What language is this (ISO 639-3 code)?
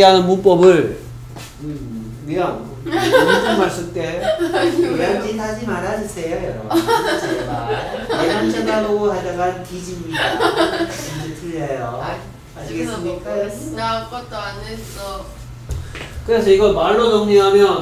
kor